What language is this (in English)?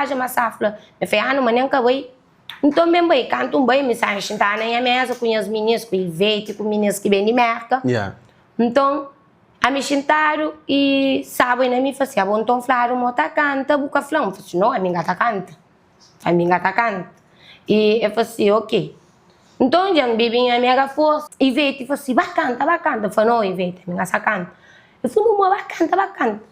Kabuverdianu